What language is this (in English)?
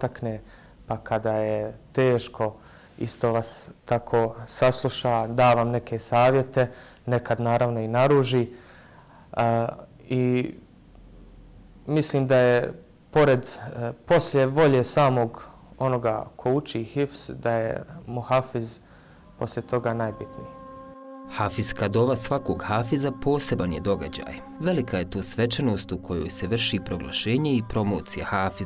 Bosnian